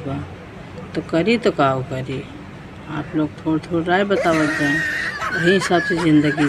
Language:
Awadhi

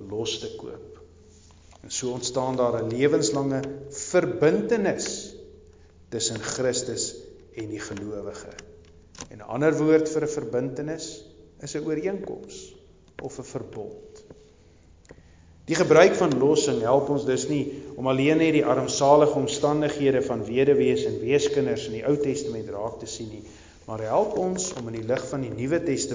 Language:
Afrikaans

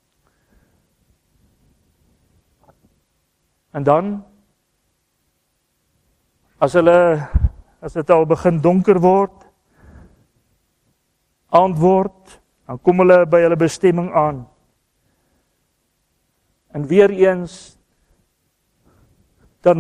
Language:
Afrikaans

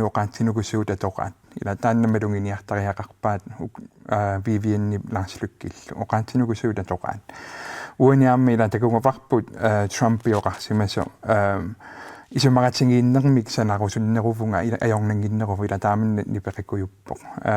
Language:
Kalaallisut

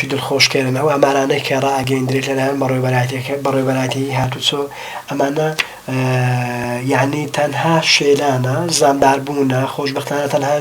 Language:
Central Kurdish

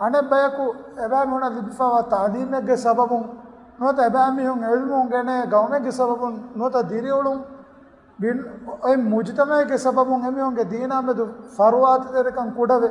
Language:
Divehi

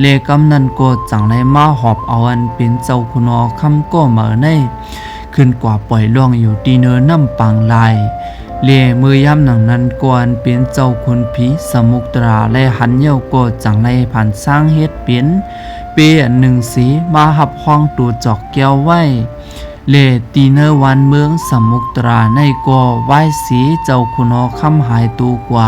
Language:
Shan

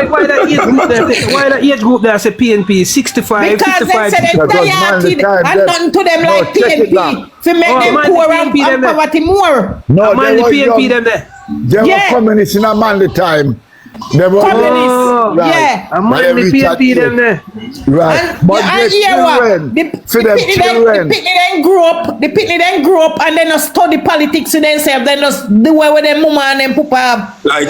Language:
Jamaican Creole English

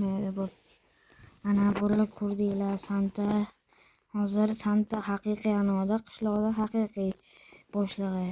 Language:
Uzbek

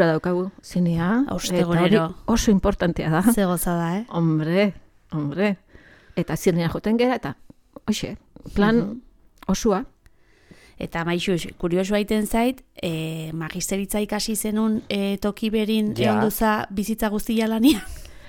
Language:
Basque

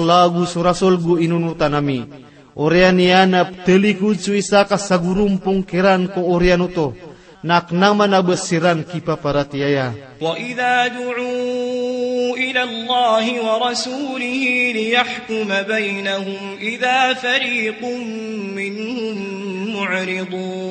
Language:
Maranao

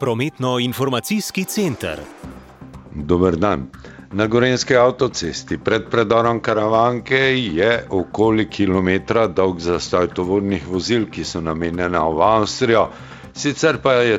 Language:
Slovenian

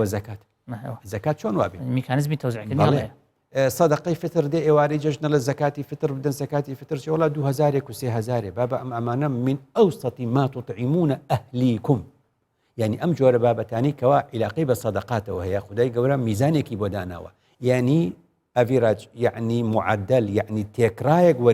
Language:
Central Kurdish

